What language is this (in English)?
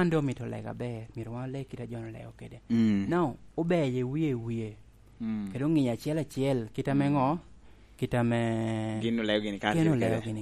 Lango (Uganda)